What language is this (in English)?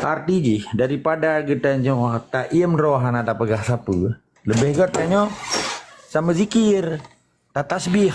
Achinese